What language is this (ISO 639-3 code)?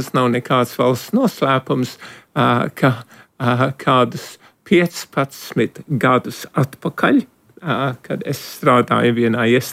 lav